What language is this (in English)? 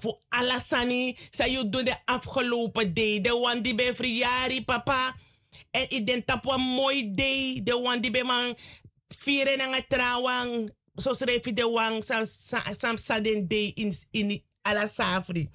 Sranan Tongo